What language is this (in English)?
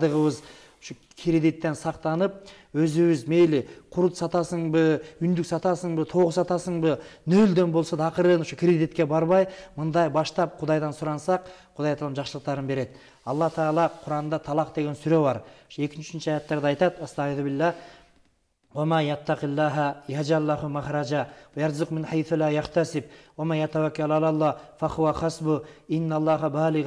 Kyrgyz